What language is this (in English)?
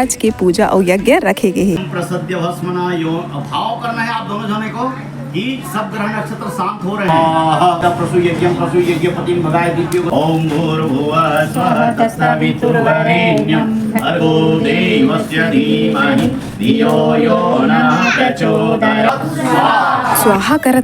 Chhattisgarhi